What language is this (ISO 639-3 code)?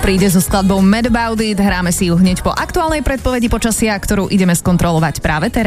slk